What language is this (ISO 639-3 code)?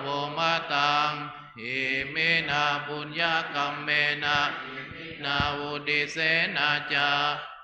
pli